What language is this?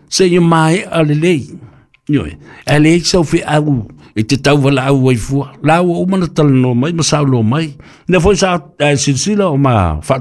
Samoan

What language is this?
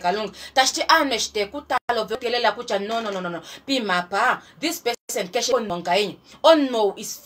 Kuanyama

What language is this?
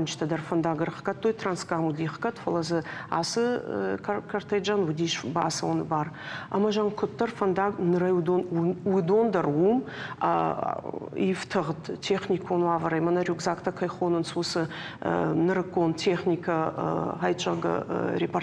Ossetic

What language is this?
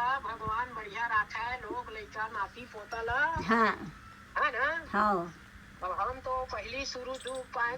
Chhattisgarhi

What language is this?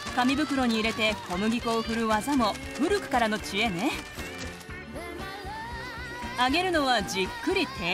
Japanese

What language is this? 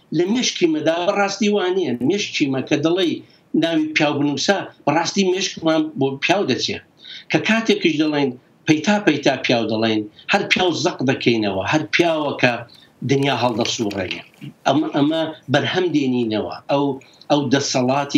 Central Kurdish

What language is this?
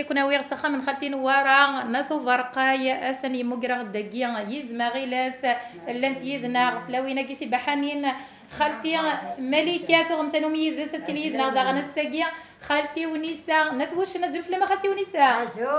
Kabyle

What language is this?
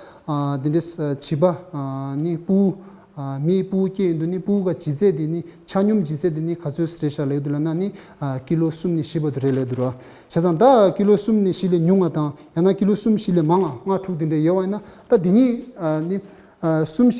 Tibetan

